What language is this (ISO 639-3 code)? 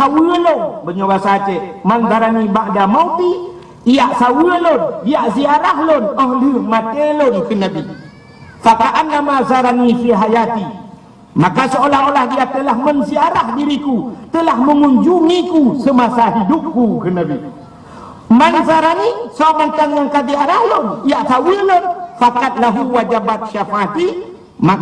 ace